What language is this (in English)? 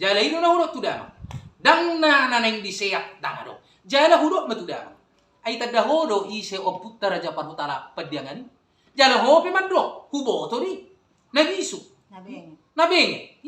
Batak Toba